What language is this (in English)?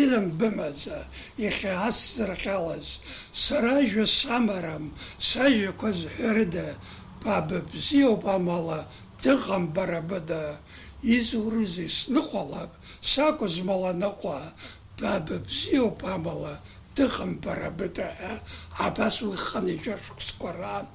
Abkhazian